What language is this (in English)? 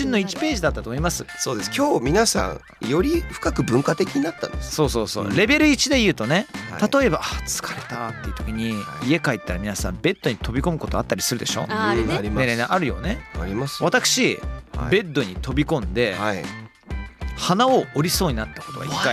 Japanese